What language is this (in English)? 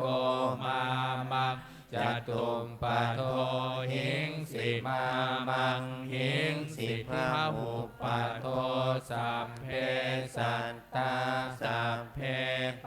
Pali